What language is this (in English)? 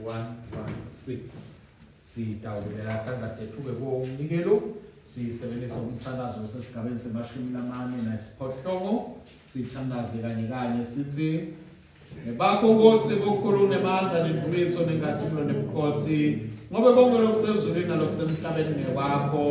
Swati